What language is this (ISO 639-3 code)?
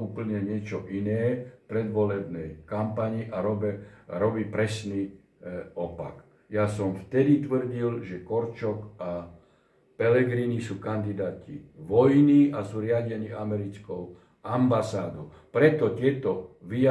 slk